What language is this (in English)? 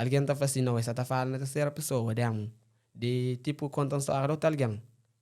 Kabuverdianu